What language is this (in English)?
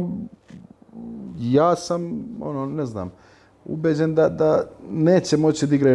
Serbian